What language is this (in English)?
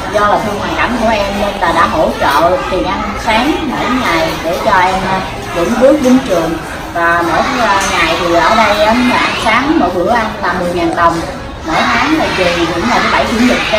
Vietnamese